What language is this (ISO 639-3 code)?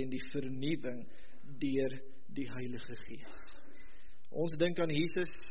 afr